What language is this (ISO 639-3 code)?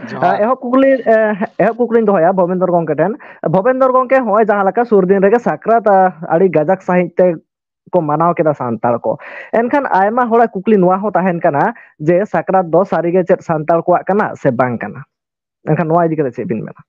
sat